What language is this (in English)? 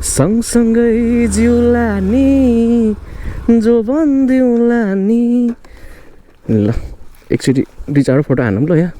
Nepali